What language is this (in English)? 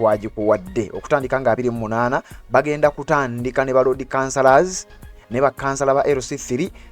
Ganda